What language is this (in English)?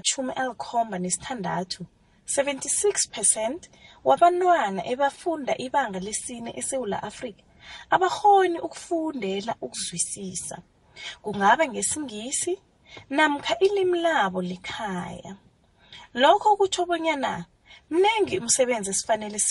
South Ndebele